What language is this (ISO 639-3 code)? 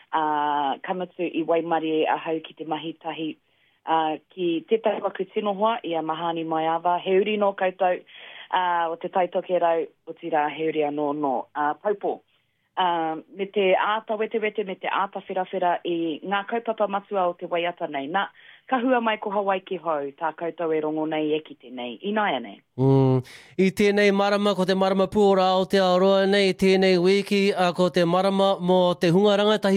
mri